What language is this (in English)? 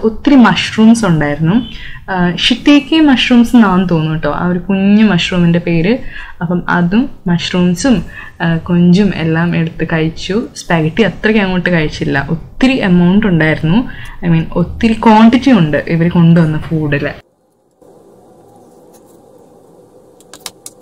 Malayalam